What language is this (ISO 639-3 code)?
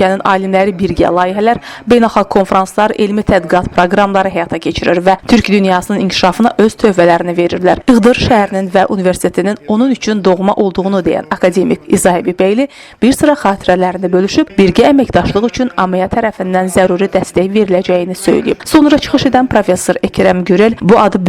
aze